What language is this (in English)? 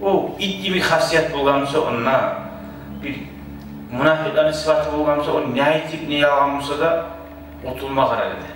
Kumyk